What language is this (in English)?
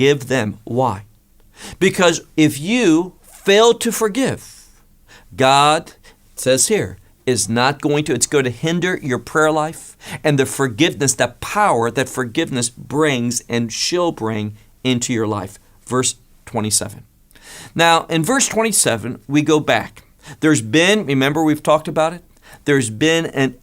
English